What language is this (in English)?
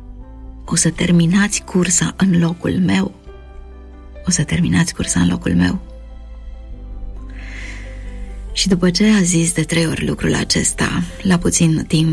Romanian